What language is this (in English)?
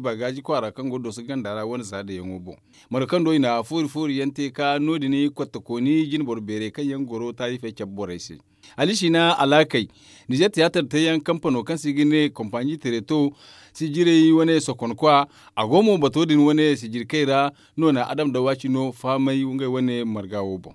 Zarma